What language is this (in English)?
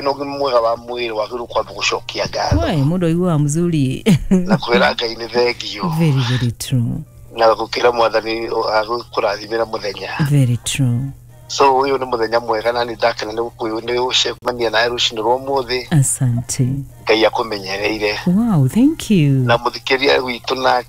Kikuyu